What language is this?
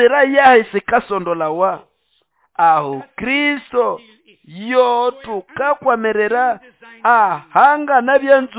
Nande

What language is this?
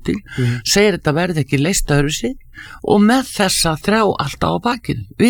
Icelandic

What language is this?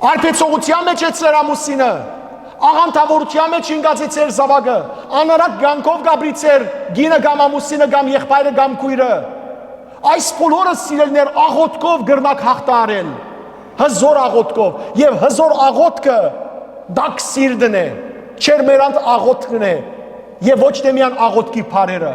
Western Armenian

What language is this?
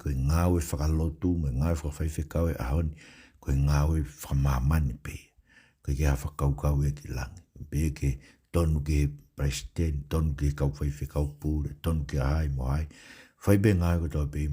Tongan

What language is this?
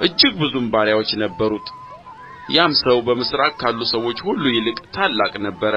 Amharic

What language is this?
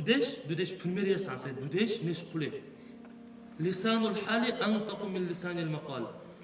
Dargwa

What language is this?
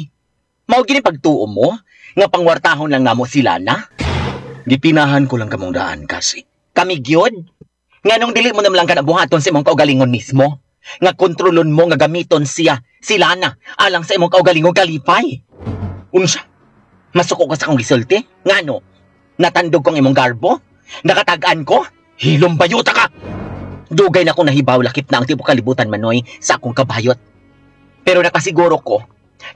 Cebuano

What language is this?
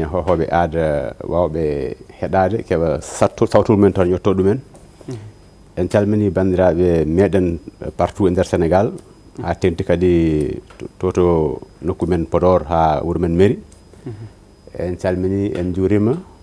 Fula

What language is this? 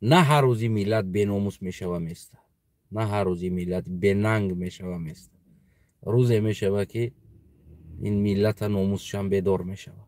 Tajik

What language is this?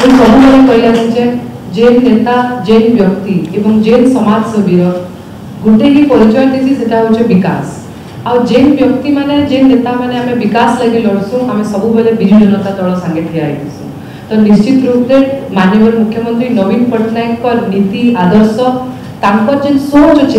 Odia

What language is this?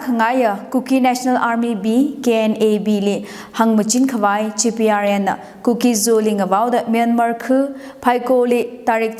Tangkhul Naga (India)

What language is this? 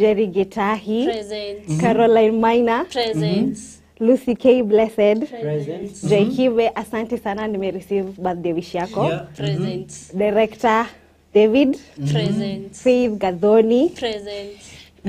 Swahili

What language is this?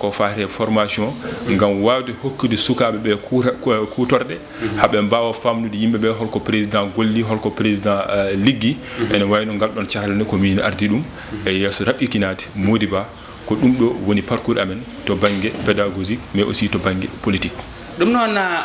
Fula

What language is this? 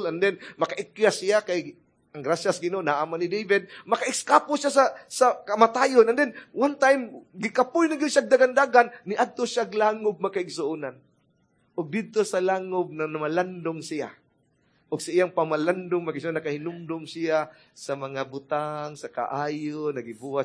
Cebuano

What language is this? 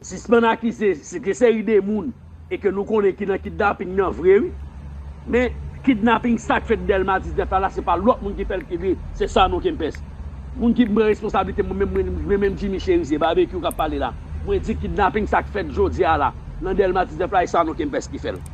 Haitian Creole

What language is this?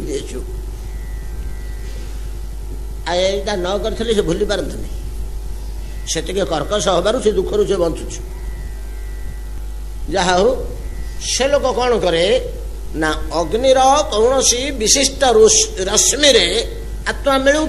Odia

